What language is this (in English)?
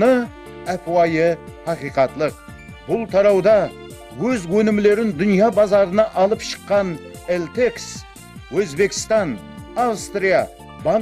Kara-Kalpak